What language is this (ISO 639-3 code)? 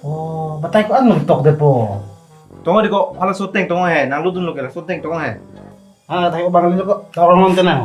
mjw